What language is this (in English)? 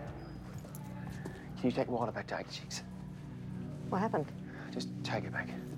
English